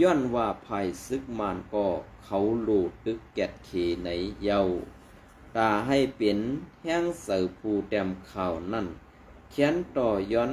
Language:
Shan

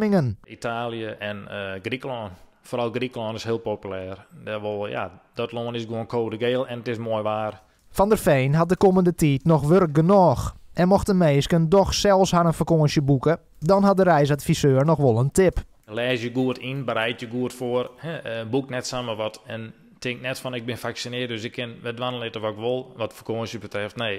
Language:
Western Frisian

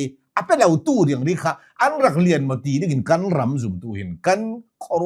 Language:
Hakha Chin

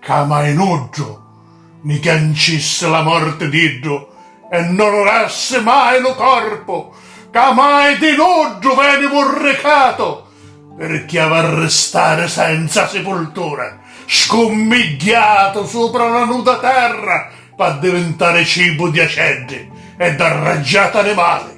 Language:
Sicilian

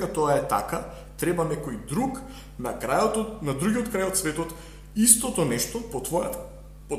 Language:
Macedonian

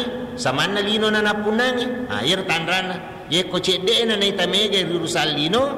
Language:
Buginese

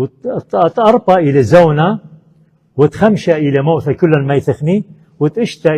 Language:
Assyrian Neo-Aramaic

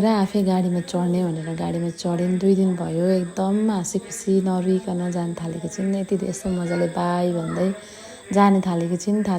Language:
Nepali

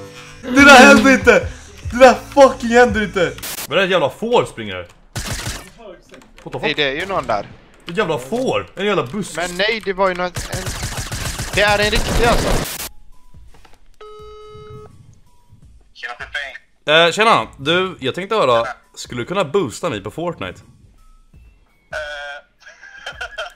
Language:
Swedish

